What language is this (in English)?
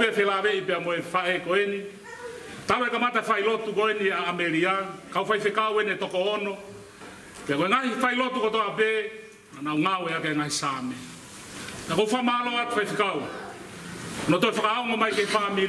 Tongan